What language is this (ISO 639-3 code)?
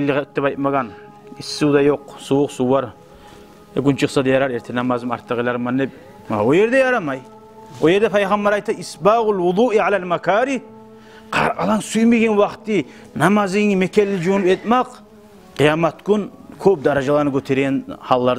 kum